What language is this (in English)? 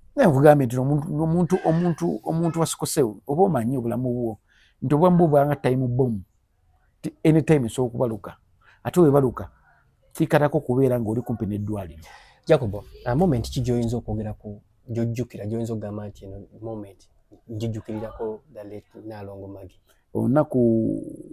Ganda